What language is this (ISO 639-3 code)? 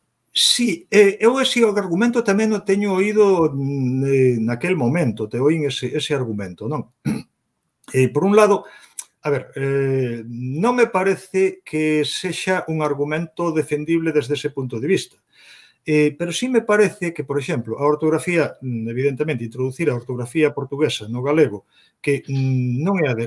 glg